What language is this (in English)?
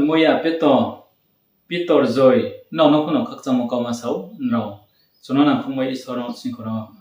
Riang (India)